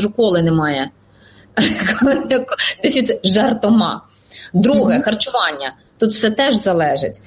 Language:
Ukrainian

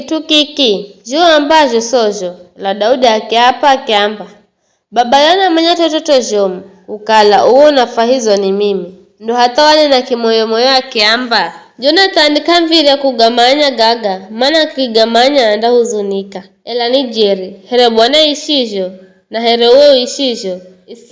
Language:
Giryama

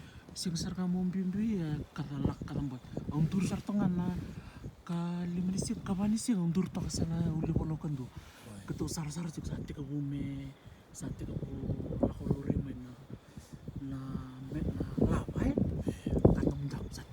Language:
Fijian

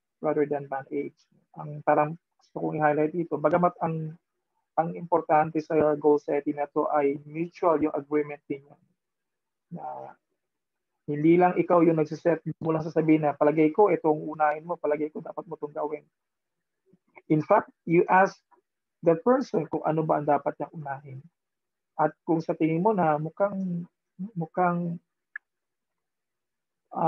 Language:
Filipino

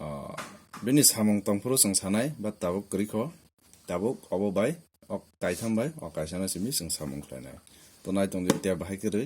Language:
Kok Borok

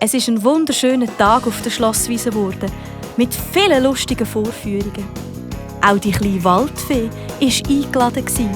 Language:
Swiss German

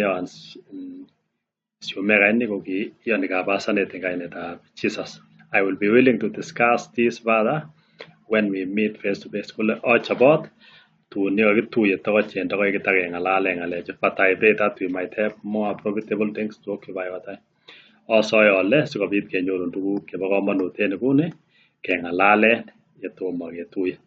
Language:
Kalenjin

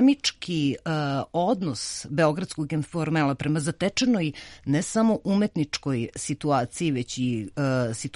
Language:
Serbian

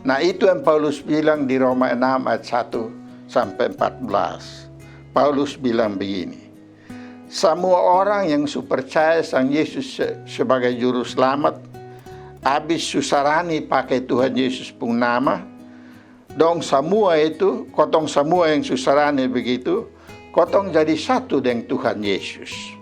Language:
Kupang Malay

